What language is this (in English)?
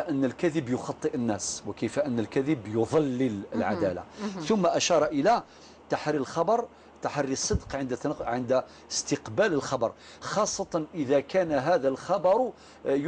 Algerian Arabic